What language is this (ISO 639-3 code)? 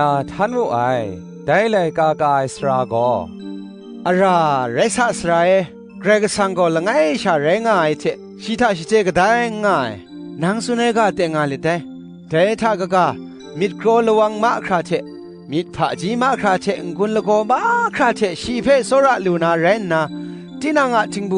kac